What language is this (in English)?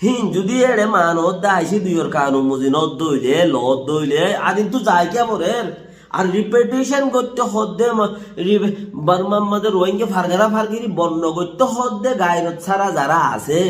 Rohingya